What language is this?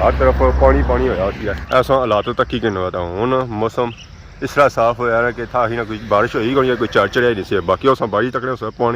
Pahari-Potwari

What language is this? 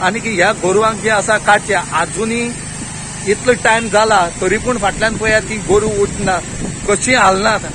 Konkani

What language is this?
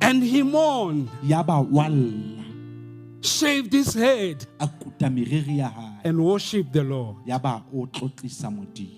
Southern Sotho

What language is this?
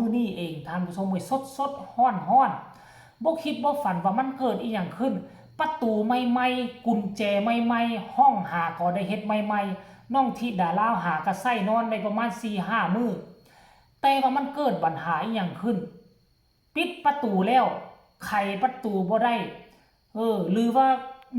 Northeastern Thai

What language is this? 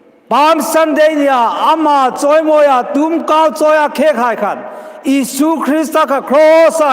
Hmar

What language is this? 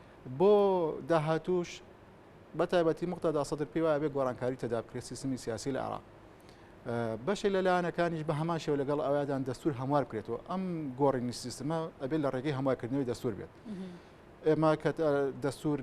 Central Kurdish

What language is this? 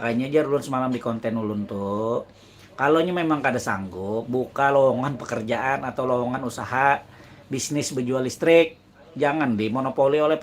Banjar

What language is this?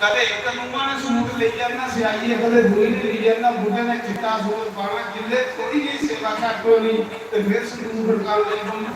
Dogri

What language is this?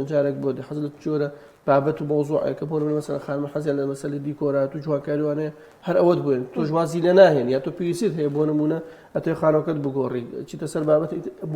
Central Kurdish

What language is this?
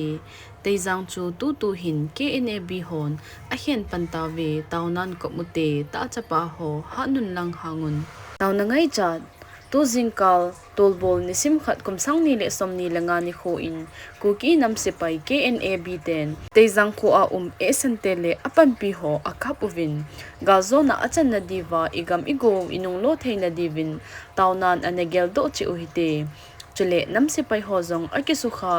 Thado Chin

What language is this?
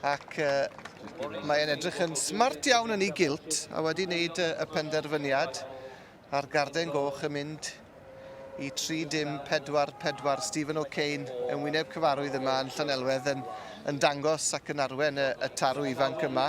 Welsh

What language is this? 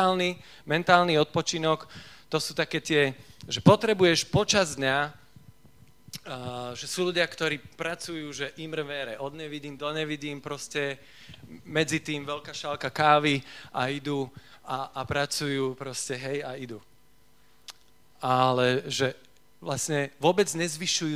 Slovak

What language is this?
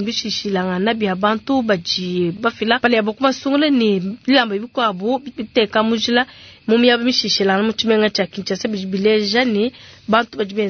Luba-Lulua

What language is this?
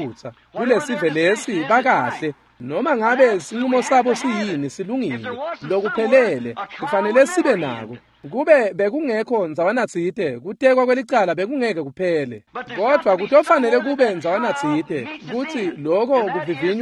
Swati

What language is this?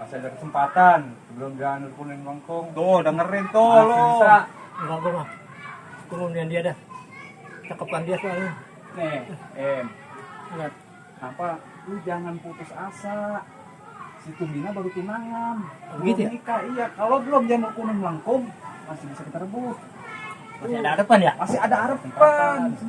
Betawi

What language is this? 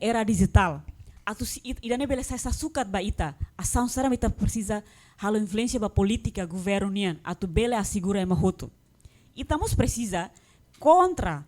Tetum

